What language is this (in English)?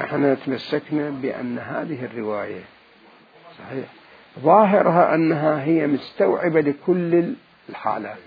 Mesopotamian Arabic